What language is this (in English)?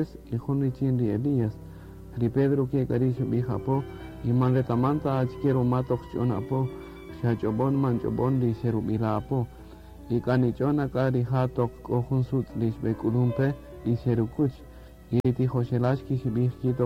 Kaqchikel